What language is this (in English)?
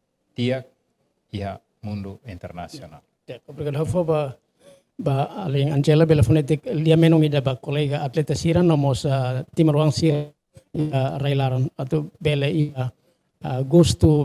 Tetum